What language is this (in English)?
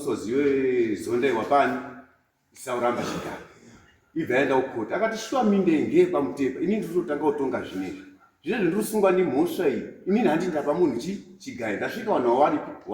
Shona